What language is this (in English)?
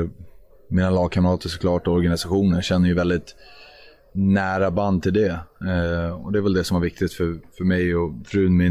Swedish